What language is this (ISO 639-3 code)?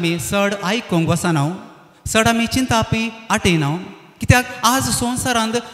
kok